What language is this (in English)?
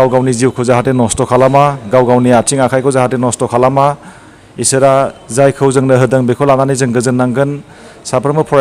Bodo